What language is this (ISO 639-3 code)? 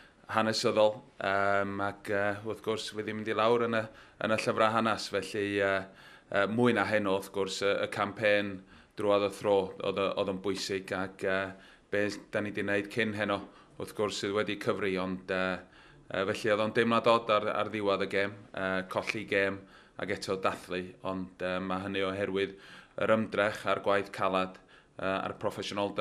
cym